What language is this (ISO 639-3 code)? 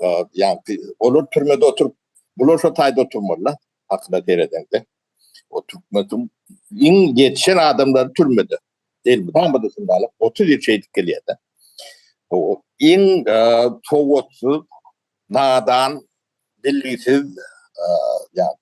tuk